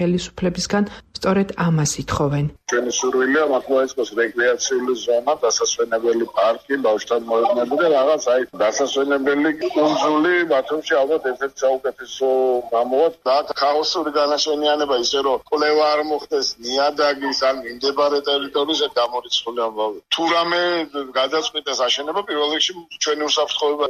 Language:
Georgian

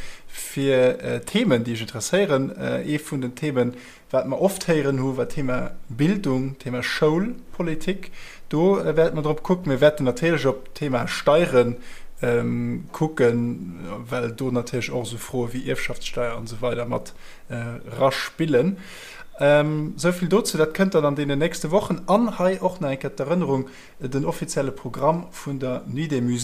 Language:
Luxembourgish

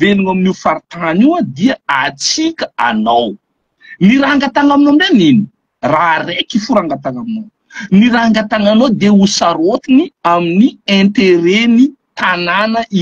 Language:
Malagasy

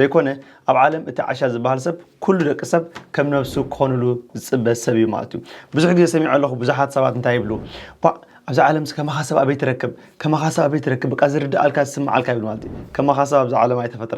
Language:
Tigrinya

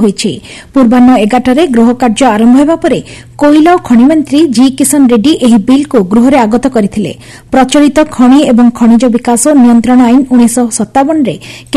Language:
Odia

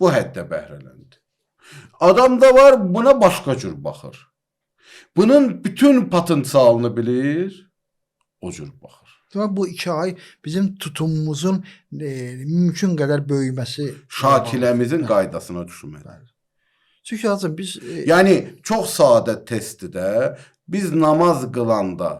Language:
Azerbaijani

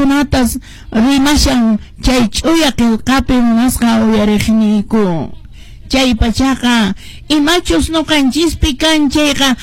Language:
Quechua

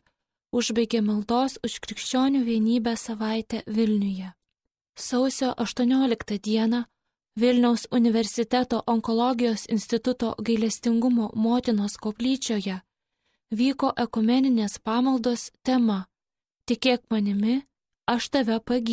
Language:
Lithuanian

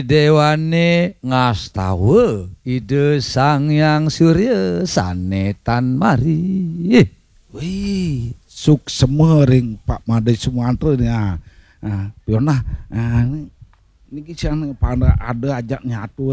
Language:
Balinese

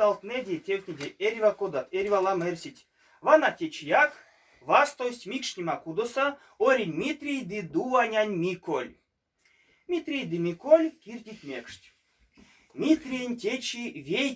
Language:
Erzya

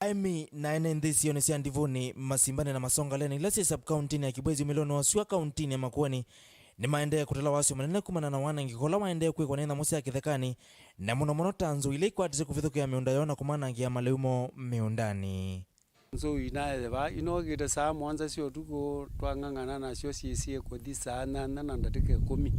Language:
Kamba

